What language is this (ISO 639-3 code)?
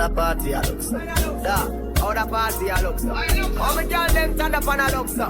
jam